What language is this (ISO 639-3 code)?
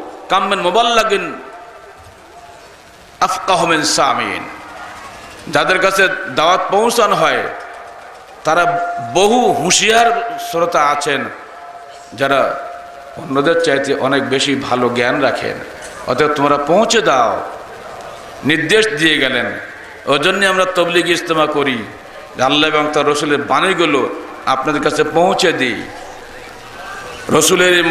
ben